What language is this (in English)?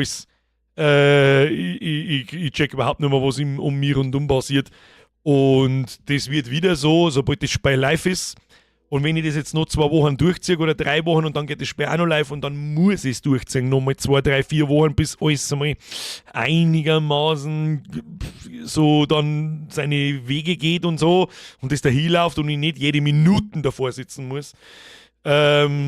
Bavarian